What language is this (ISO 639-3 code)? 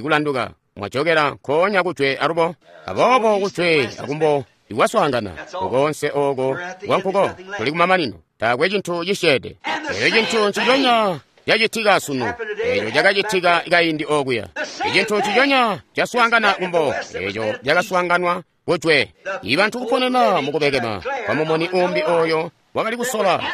toi